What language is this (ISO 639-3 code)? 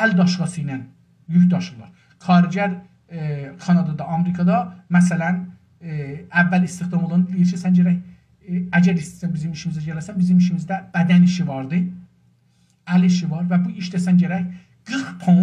azb